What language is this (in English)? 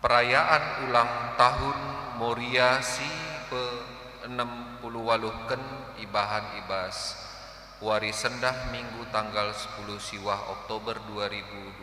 Batak Karo